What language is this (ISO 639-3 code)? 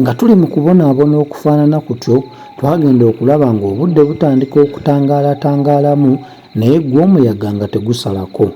lug